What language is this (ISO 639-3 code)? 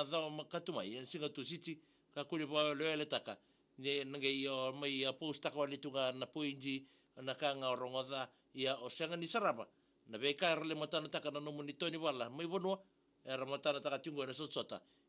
fij